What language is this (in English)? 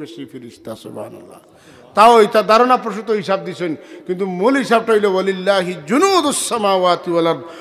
Sylheti